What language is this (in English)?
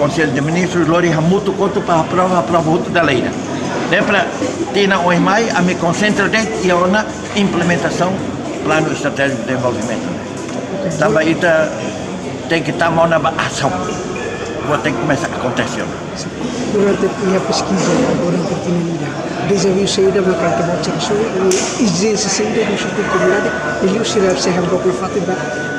Tetum